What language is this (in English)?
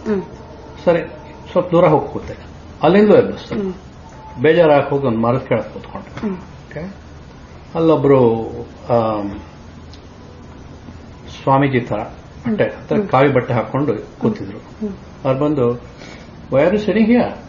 Kannada